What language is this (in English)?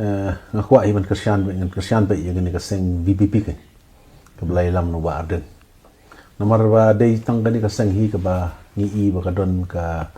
Khasi